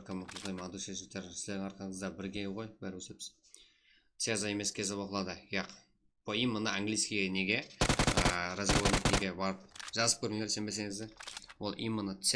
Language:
Kara-Kalpak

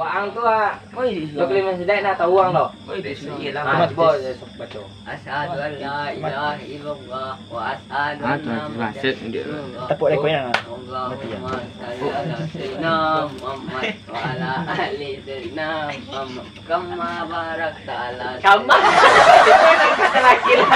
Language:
Minangkabau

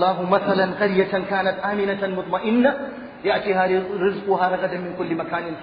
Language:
Hausa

